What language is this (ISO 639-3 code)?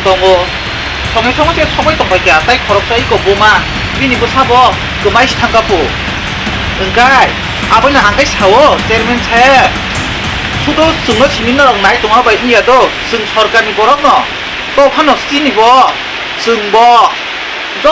trp